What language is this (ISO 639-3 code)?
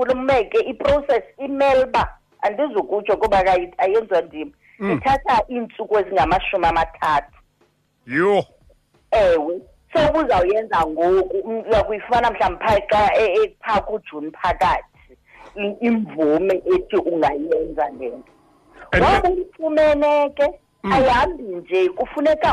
xho